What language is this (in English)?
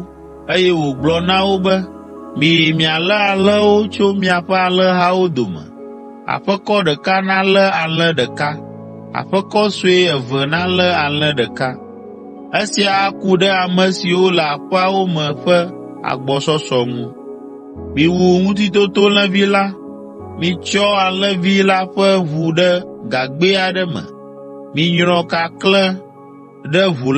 Ewe